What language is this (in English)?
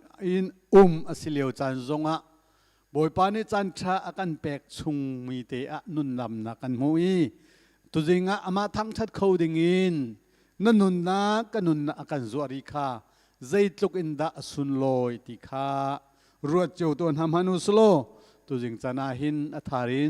Hakha Chin